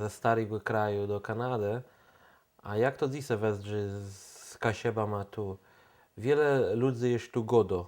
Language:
Kashubian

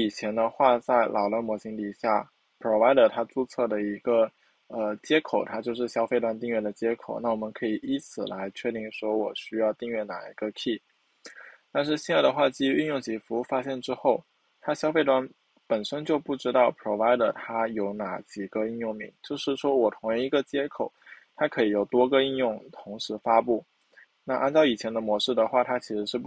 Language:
Chinese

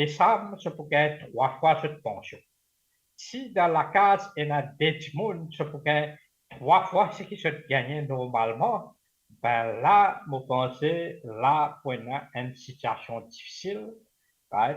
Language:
Morisyen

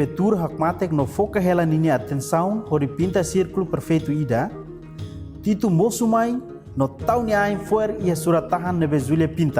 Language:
Tetum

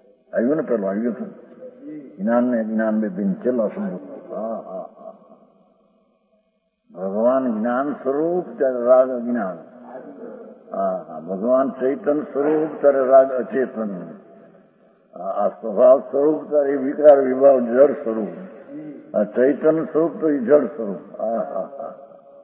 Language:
Gujarati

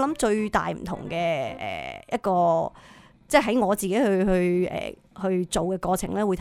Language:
Cantonese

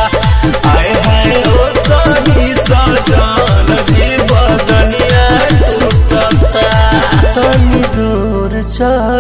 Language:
Bhojpuri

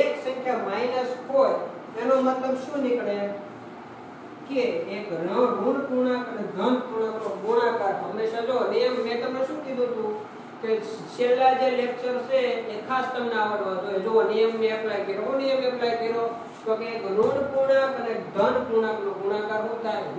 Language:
Gujarati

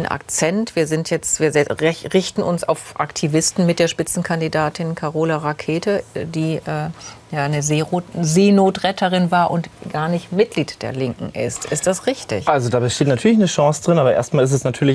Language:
German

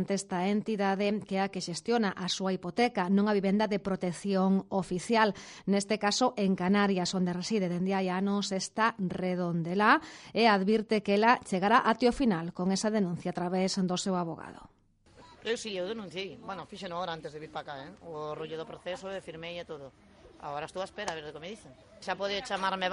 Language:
Galician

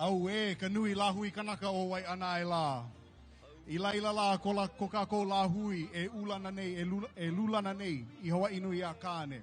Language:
Hawaiian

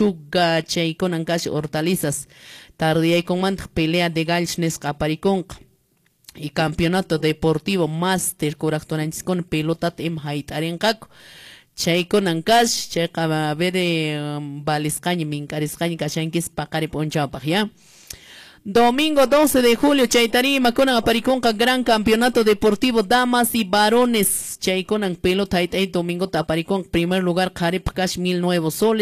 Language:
Quechua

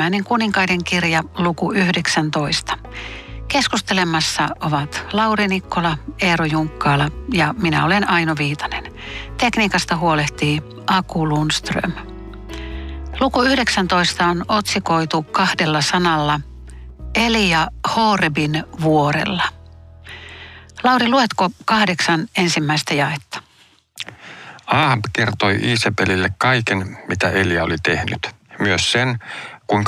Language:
Finnish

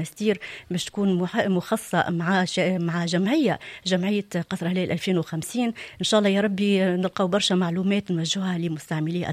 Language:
Tunisian Arabic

